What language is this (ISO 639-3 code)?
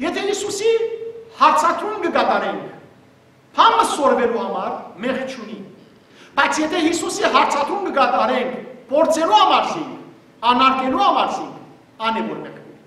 hyw